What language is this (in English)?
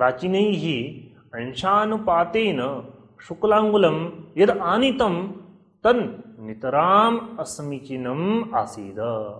Sanskrit